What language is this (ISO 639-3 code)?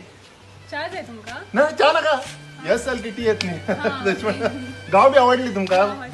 kok